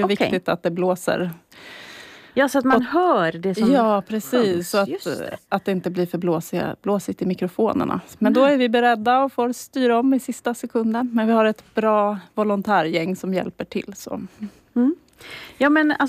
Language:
Swedish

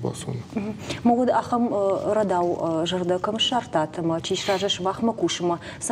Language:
Ossetic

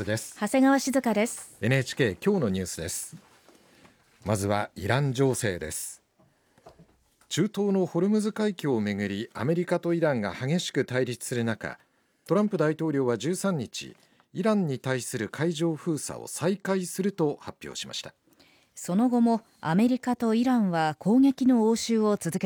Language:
Japanese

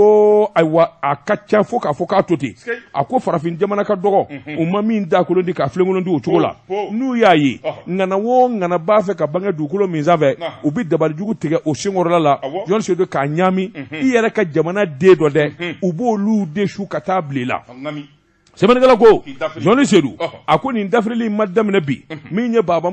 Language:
Bambara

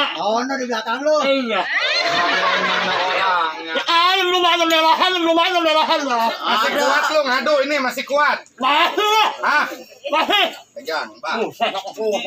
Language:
Betawi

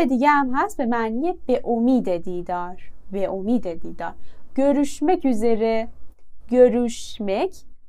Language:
Persian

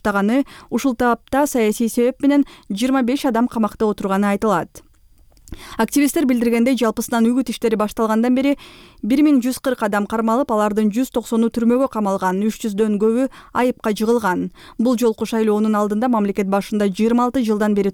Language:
Kyrgyz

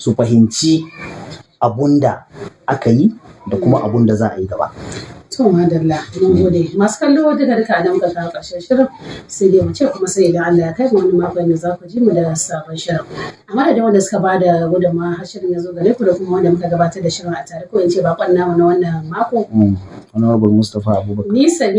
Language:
Hausa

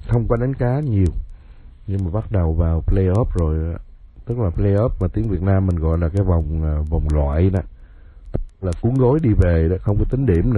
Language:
Vietnamese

